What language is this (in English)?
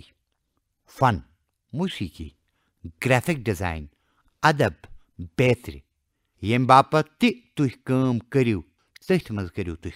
Kashmiri